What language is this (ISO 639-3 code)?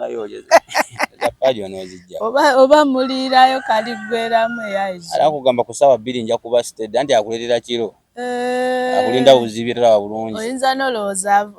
lug